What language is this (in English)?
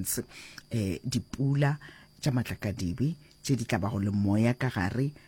Northern Sotho